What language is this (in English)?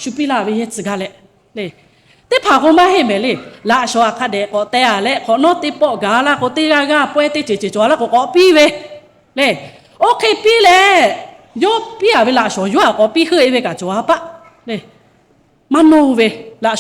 Lahu